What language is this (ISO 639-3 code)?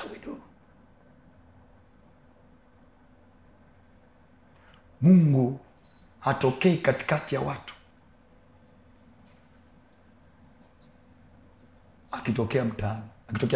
swa